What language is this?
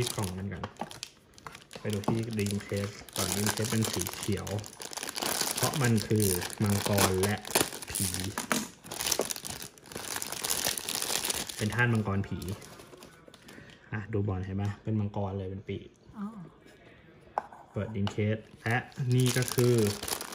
Thai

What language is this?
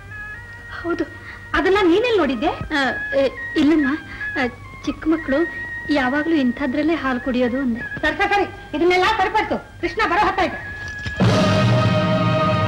Kannada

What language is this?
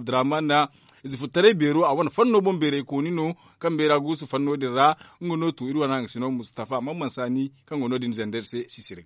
Zarma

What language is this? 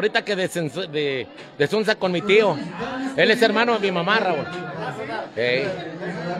Spanish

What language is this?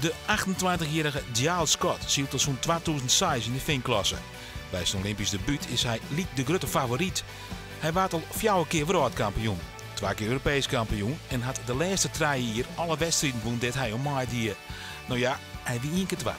Western Frisian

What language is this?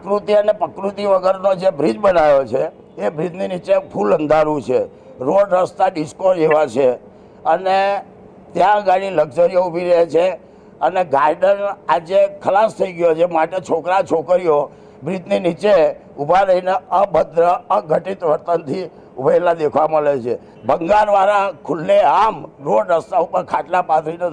Gujarati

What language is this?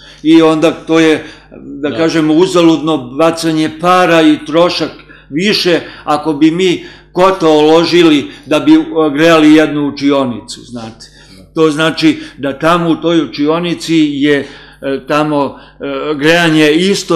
Serbian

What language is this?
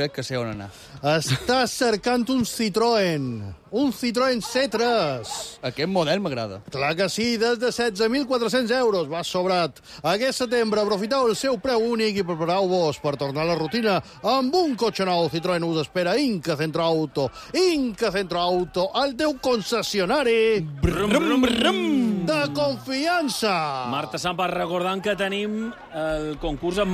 Catalan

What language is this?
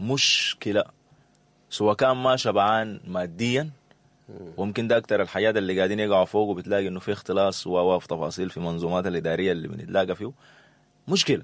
Sudanese Arabic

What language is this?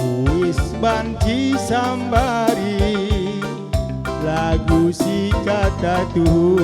Batak Karo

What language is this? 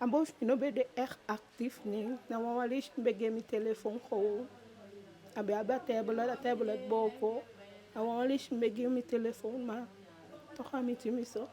Eastern Maroon Creole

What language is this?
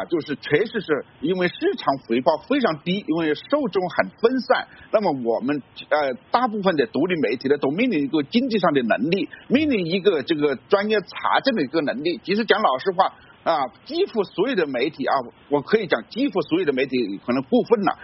Chinese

